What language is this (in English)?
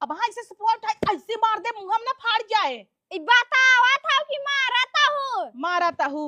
Awadhi